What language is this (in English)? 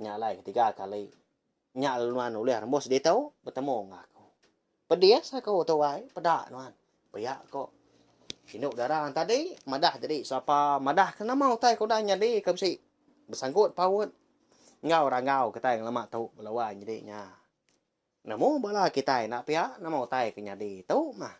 Iban